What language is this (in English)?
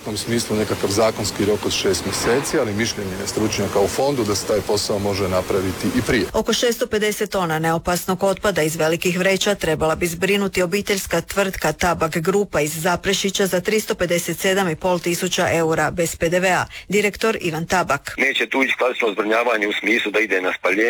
Croatian